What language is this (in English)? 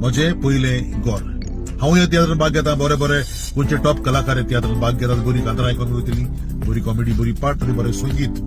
Konkani